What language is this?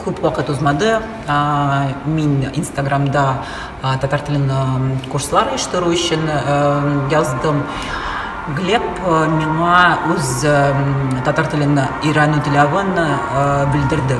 Tatar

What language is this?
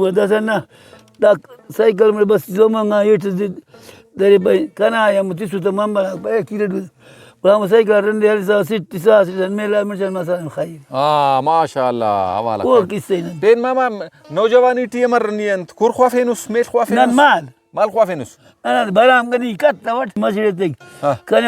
Brahui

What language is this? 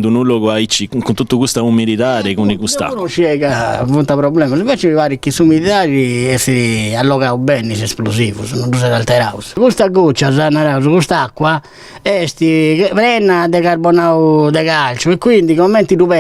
Sardinian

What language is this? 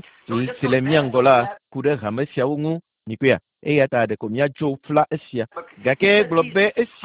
Ewe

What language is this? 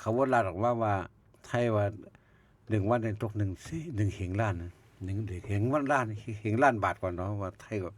Shan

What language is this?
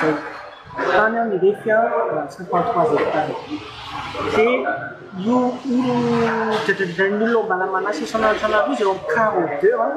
Malagasy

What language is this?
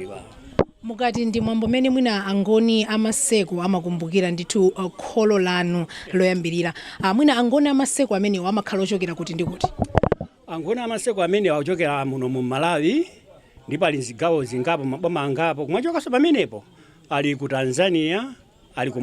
Nyanja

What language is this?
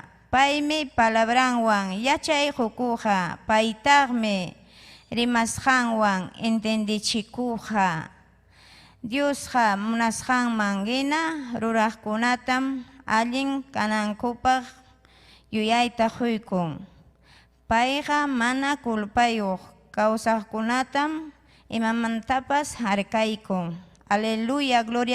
Ayacucho Quechua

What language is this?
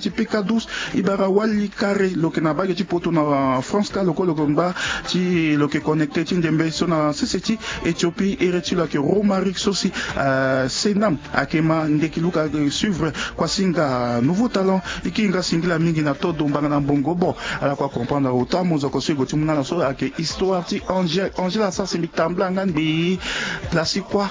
Sango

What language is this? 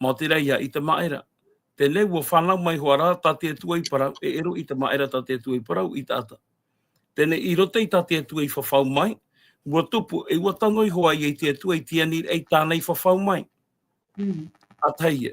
Tahitian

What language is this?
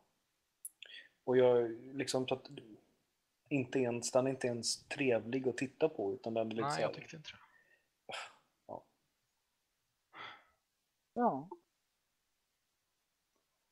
Swedish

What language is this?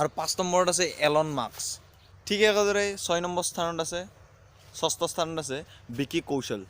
Assamese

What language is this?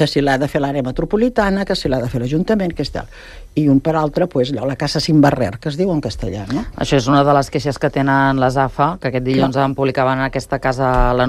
Catalan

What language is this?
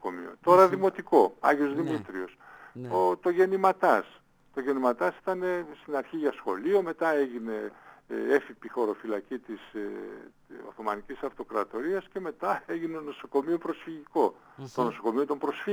Greek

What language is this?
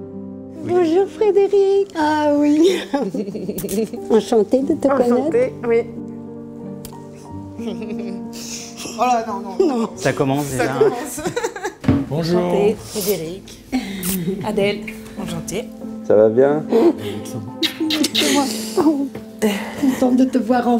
French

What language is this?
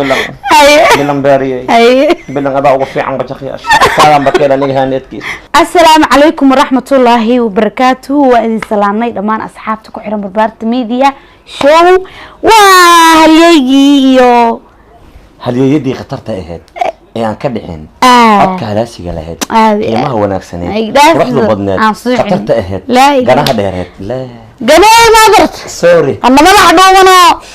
Somali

